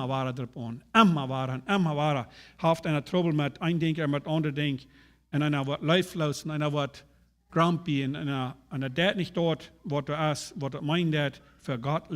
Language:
Plautdietsch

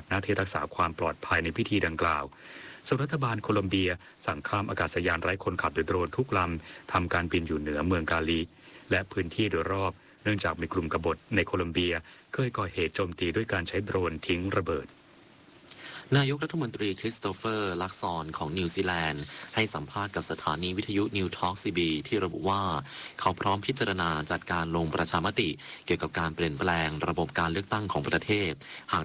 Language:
Thai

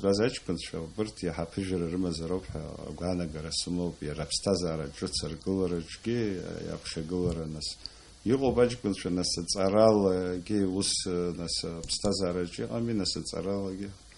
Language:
Abkhazian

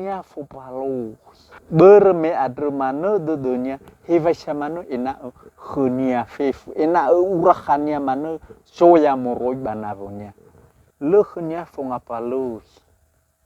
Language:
Nias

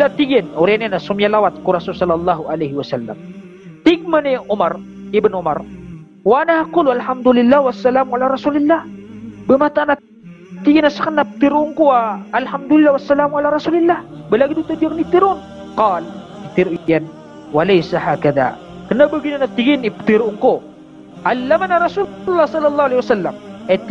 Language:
Maranao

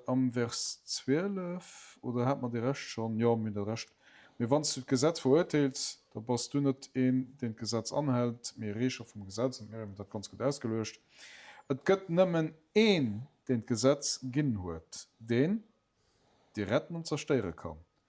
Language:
Luxembourgish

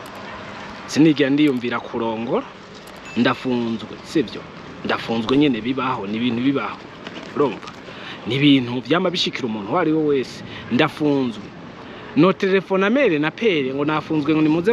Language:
Rundi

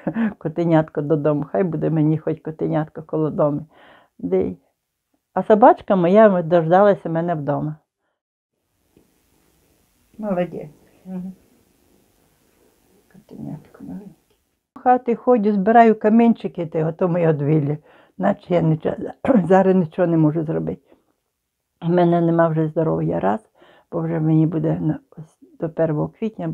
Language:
Ukrainian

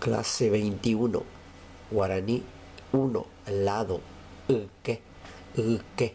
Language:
Guarani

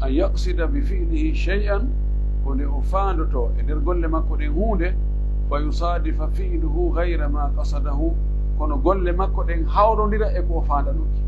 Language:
Pular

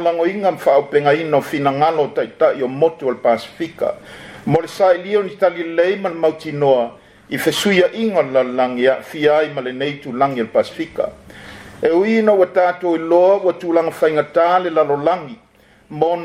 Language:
Samoan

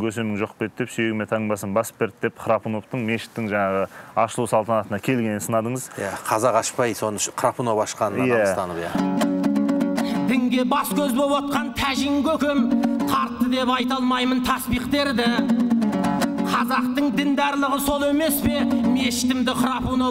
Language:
Kazakh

